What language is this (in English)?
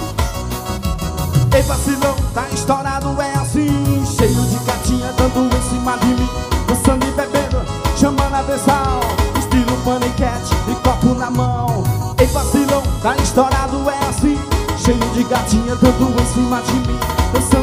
Portuguese